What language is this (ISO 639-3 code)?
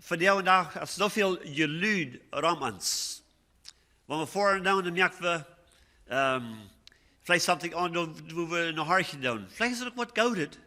pdt